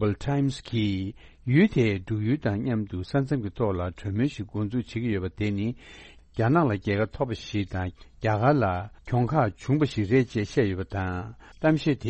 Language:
Tibetan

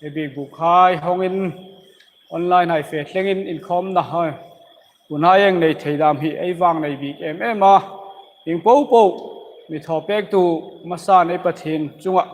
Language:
Hmar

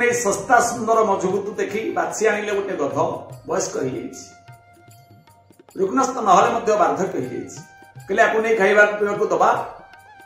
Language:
Odia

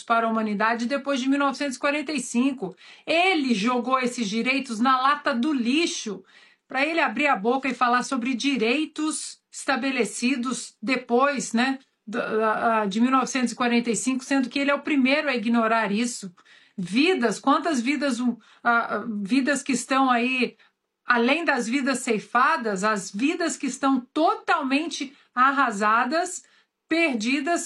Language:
Portuguese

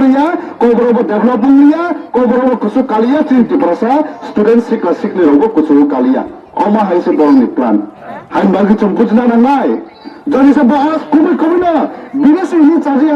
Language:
Kok Borok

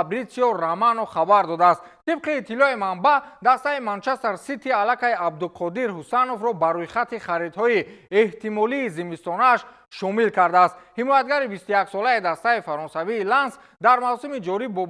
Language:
Tajik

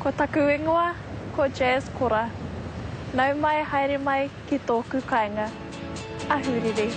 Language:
Māori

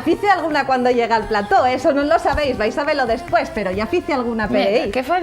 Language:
Asturian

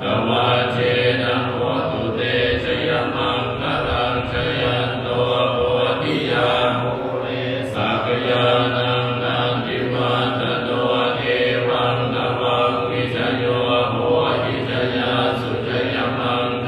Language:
Pali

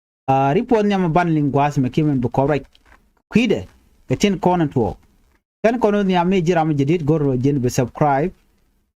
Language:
Nuer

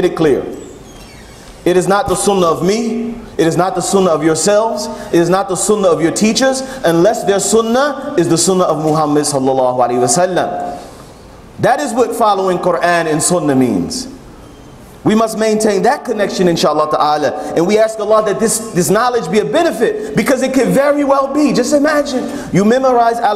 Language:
English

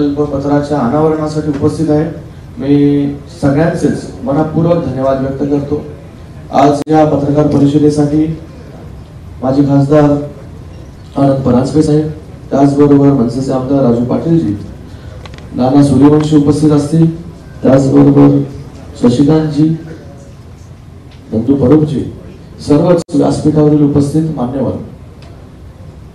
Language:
Marathi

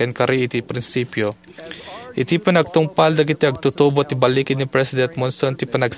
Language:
Iloko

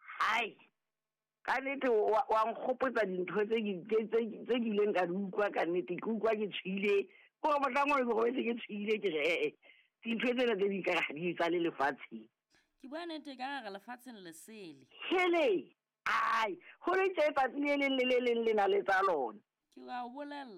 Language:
Southern Sotho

